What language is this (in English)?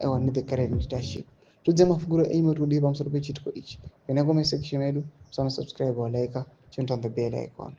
Shona